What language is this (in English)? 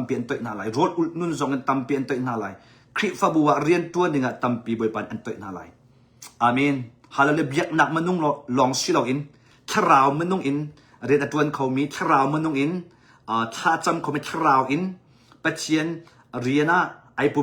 Hakha Chin